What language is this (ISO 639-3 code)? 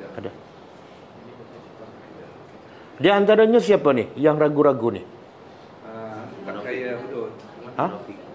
msa